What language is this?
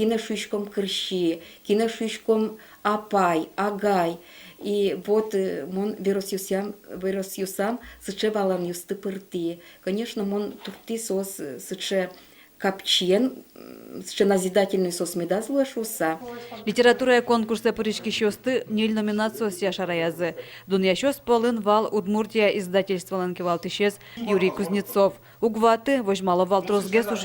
Udmurt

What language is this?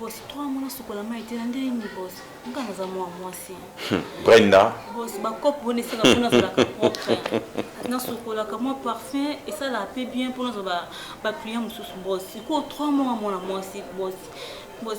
Lingala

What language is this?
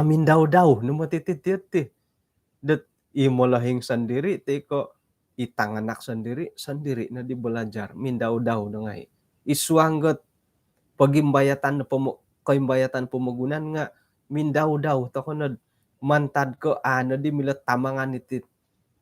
Central Dusun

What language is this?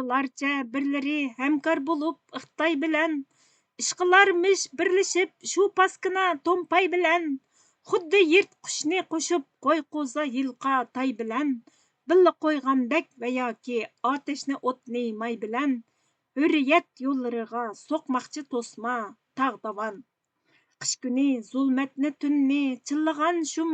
Uyghur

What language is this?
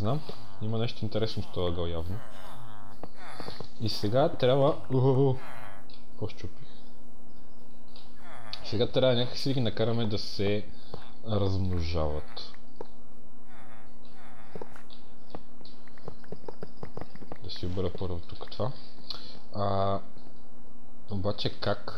Bulgarian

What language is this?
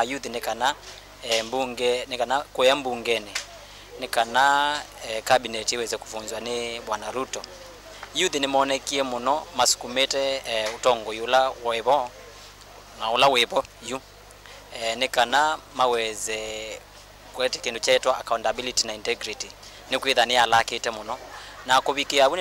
Kamba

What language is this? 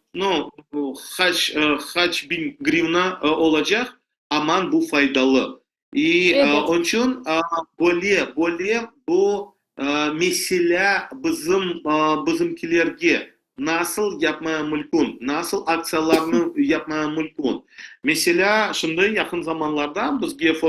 Crimean Tatar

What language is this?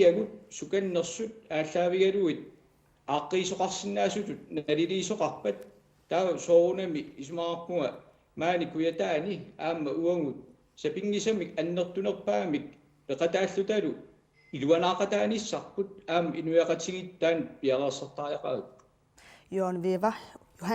Kalaallisut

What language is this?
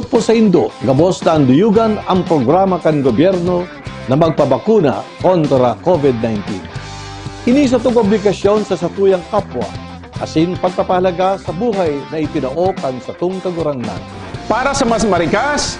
Bikol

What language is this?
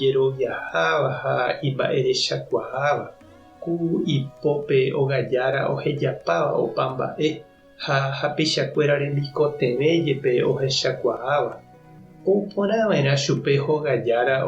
Guarani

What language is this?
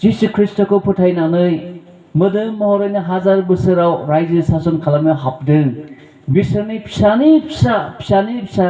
Bodo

